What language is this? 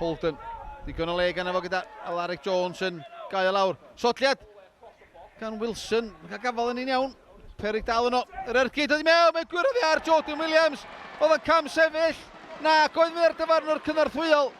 Welsh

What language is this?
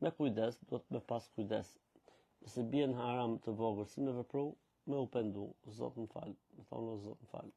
Albanian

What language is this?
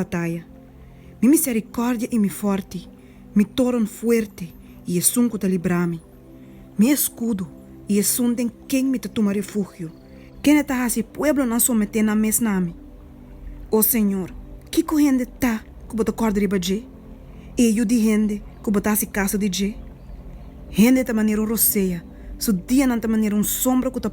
Papiamento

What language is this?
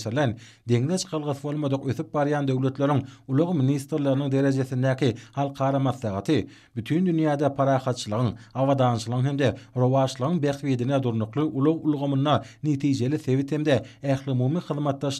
Turkmen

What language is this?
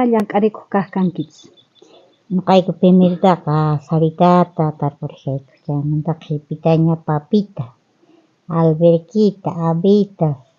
South Bolivian Quechua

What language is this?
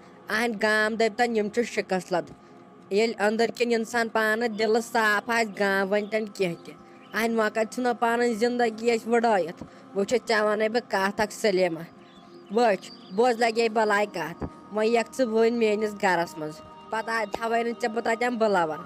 Kashmiri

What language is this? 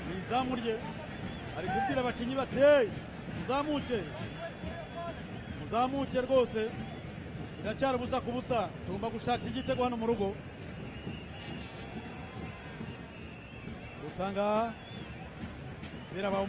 Kinyarwanda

